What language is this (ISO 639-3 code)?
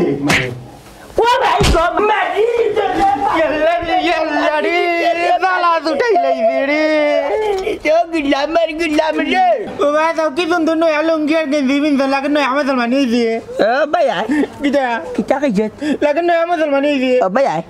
syl